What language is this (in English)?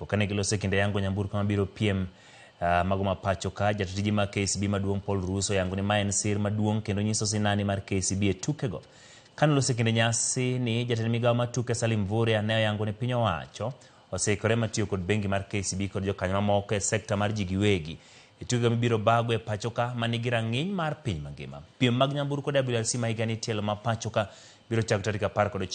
Luo (Kenya and Tanzania)